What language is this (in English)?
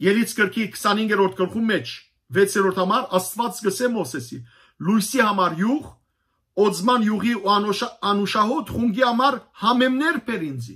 Western Armenian